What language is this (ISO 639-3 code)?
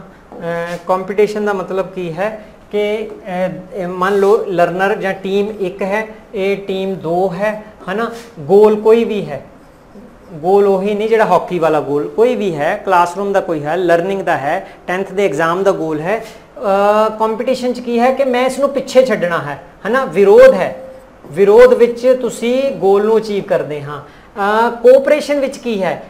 pan